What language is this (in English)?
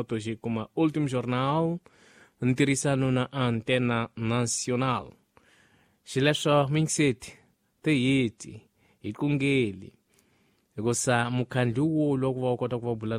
Tsonga